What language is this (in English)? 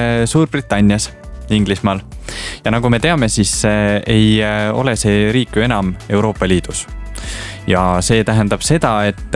Estonian